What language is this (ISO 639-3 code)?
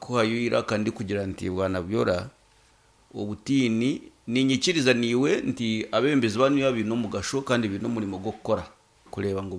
nyn